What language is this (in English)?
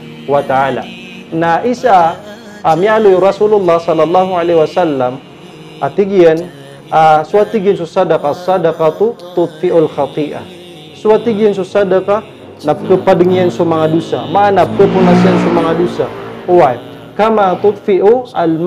Maranao